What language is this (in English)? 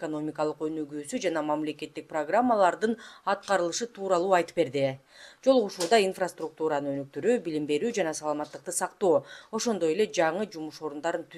Kyrgyz